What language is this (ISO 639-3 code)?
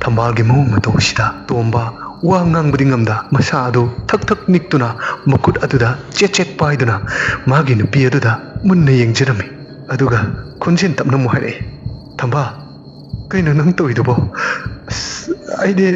mni